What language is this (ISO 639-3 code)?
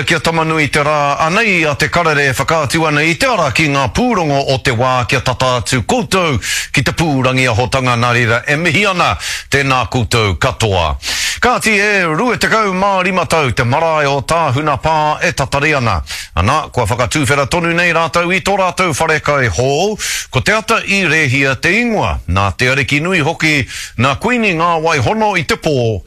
mri